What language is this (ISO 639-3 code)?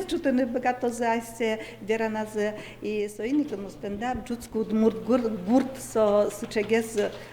udm